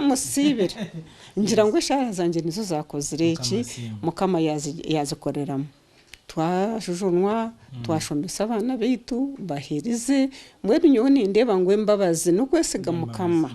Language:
Nyankole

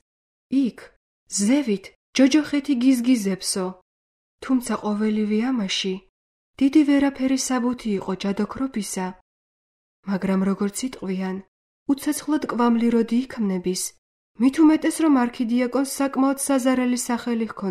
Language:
Georgian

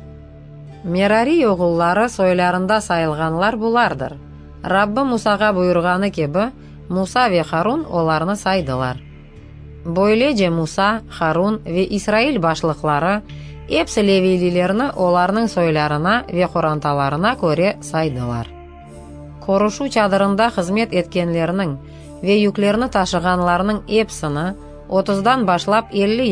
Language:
Crimean Tatar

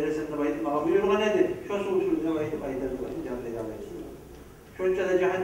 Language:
Kumyk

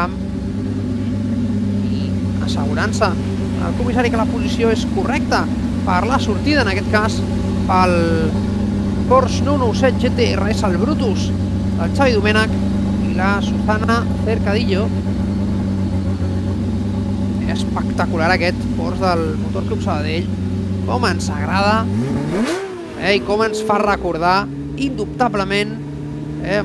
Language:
Catalan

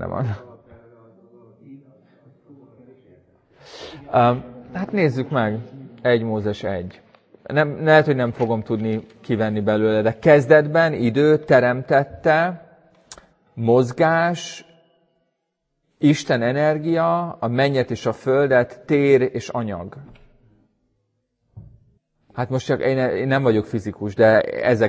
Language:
Hungarian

